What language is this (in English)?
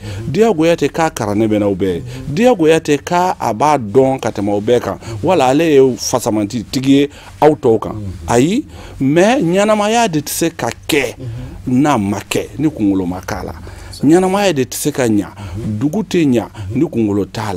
Bambara